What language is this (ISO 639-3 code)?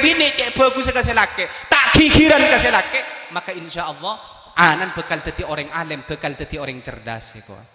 mad